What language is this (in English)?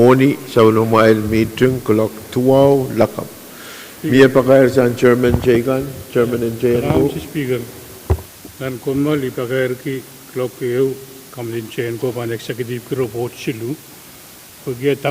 Pohnpeian